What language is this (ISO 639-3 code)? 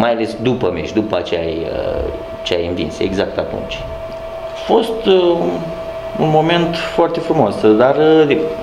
ron